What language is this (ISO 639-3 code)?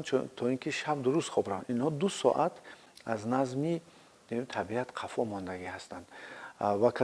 tgk